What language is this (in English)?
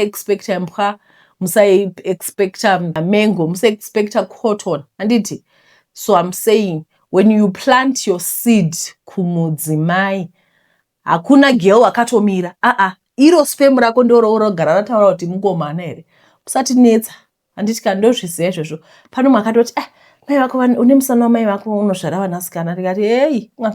Shona